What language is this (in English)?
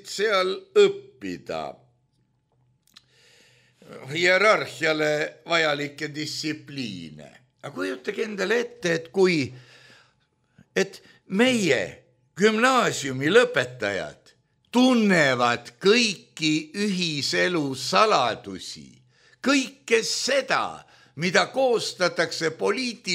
Estonian